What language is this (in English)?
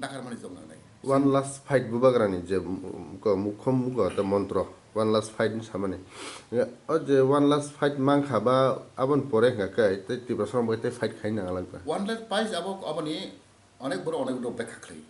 Kok Borok